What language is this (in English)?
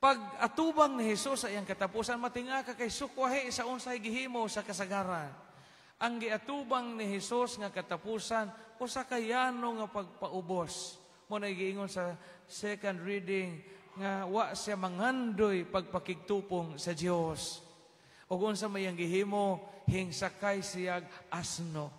Cebuano